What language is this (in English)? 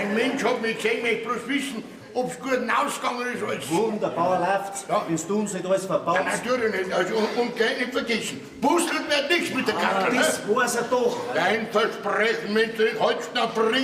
Bavarian